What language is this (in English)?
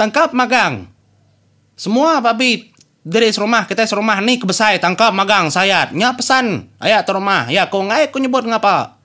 Iban